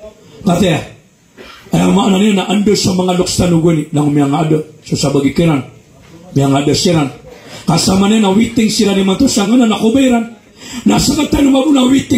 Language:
Maranao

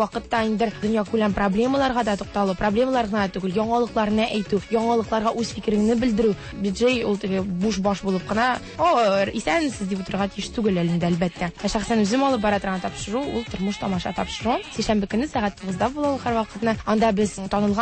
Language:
Tatar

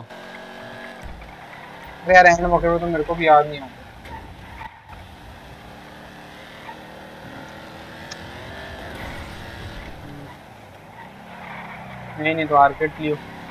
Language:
Hindi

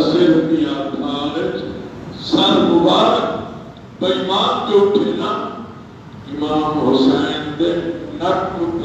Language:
Saraiki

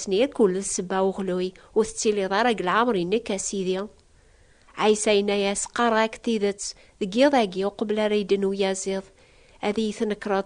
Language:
Kabyle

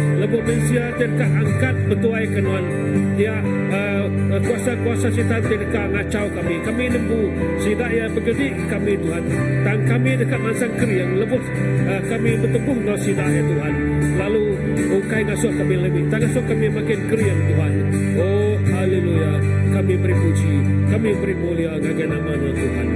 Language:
Iban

